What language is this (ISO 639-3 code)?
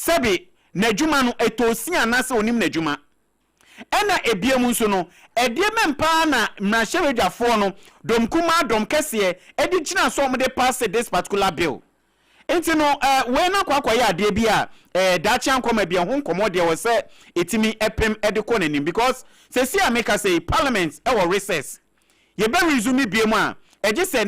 aka